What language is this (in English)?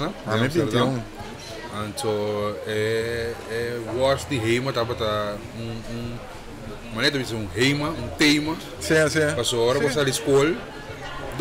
Papiamento